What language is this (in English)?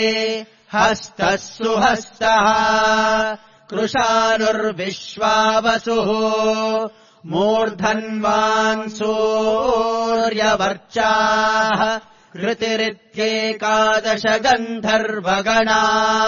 Sanskrit